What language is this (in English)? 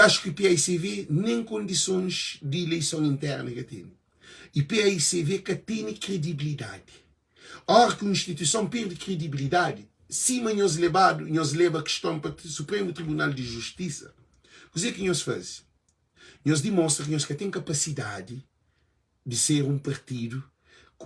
Kabuverdianu